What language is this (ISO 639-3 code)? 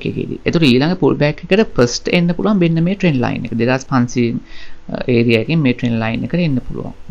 sin